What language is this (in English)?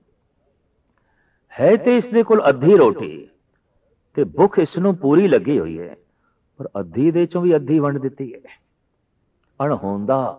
Punjabi